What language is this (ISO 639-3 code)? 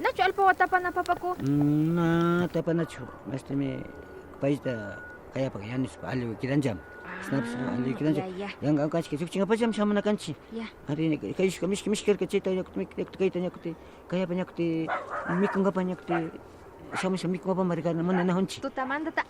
que